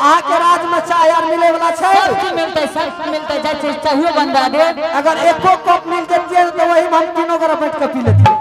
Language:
Angika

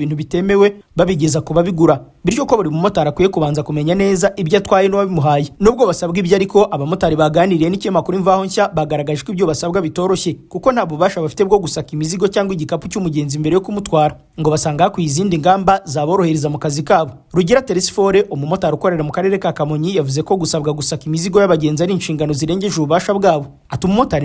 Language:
Kinyarwanda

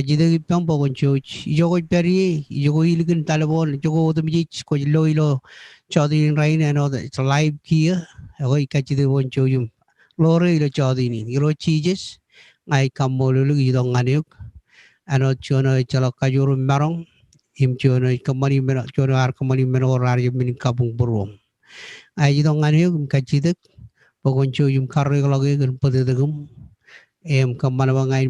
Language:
Marshallese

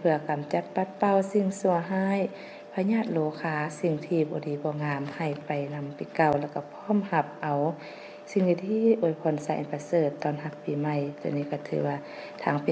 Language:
Lao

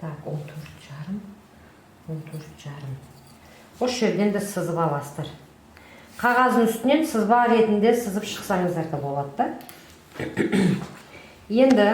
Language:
Kazakh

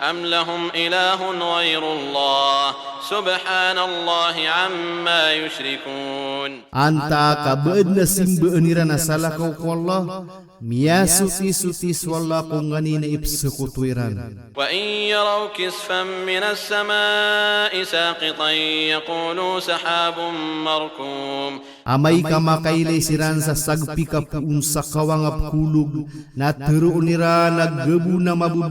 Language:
Maranao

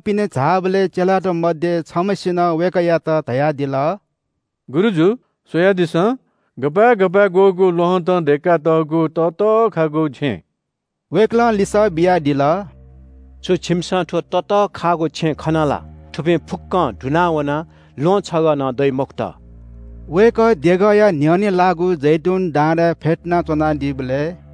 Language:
Newari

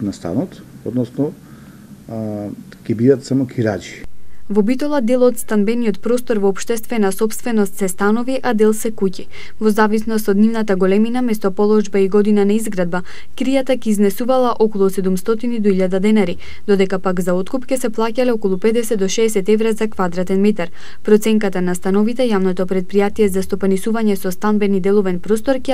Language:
Macedonian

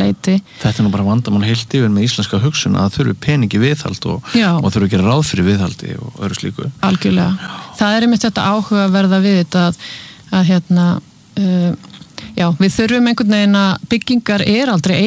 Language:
Icelandic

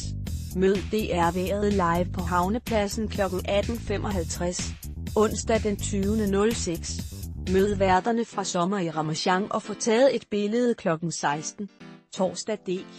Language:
Danish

